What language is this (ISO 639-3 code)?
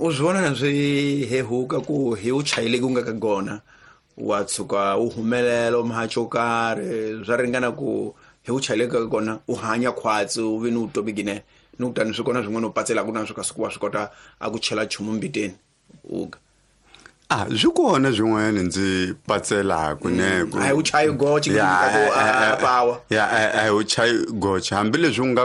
tso